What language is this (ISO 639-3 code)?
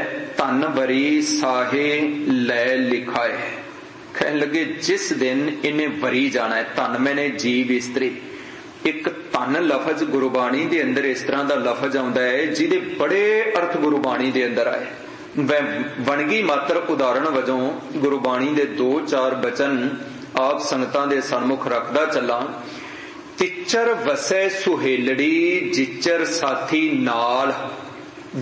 pan